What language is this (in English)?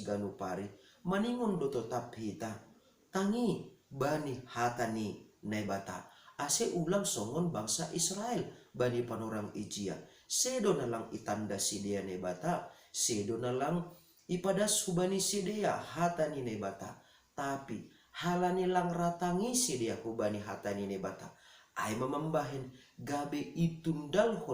Batak Simalungun